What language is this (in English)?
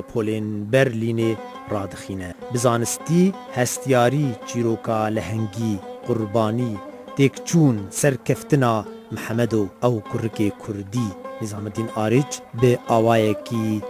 Kurdish